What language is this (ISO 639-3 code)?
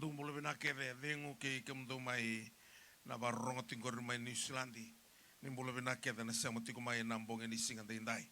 fij